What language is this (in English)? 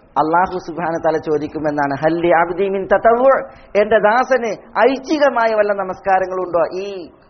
Malayalam